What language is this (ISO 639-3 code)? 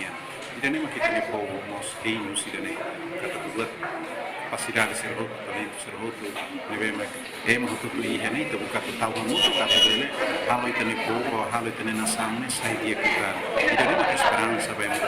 tet